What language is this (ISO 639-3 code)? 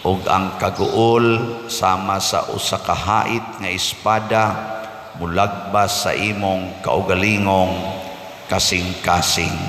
ceb